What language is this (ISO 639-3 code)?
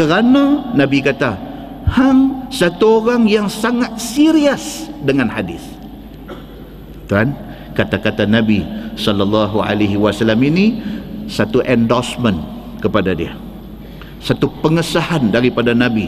msa